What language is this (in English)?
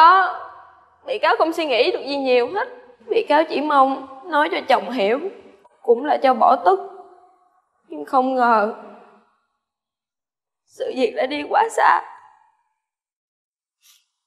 Vietnamese